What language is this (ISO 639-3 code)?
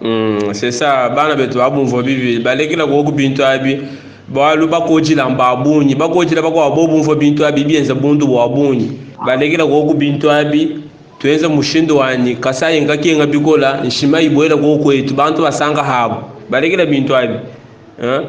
lua